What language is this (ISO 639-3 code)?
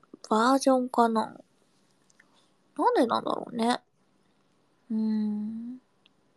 jpn